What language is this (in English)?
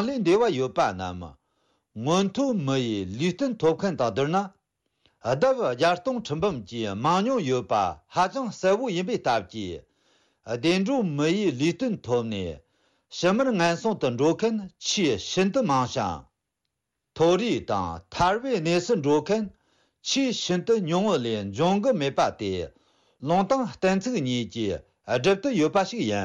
Tibetan